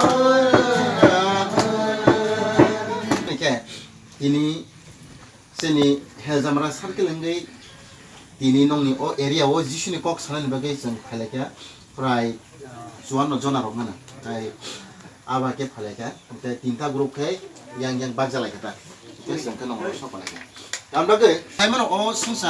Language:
Kok Borok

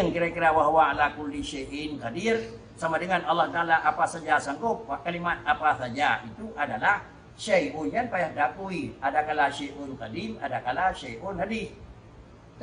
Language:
Achinese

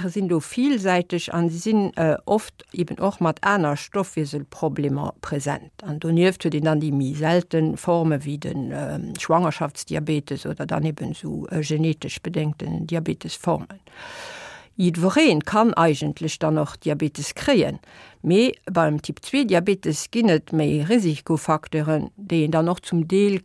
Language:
Luxembourgish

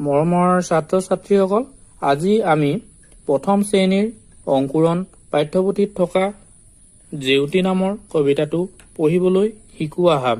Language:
Assamese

